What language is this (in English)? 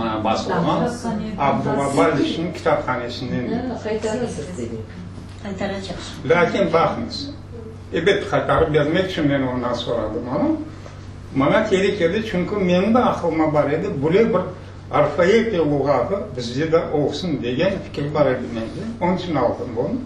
Crimean Tatar